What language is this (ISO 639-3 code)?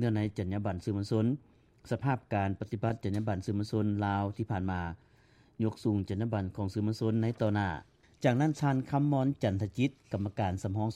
lao